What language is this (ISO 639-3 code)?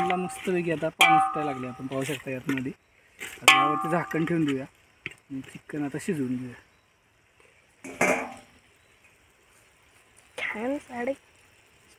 mar